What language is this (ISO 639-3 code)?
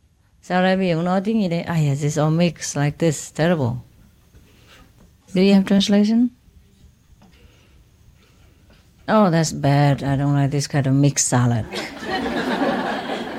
vie